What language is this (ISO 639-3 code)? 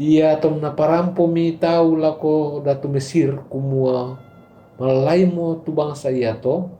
sda